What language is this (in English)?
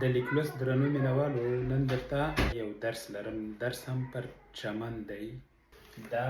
Pashto